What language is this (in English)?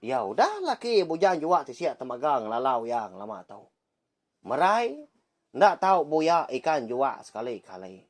Iban